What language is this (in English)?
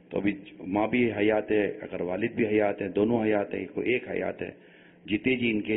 Urdu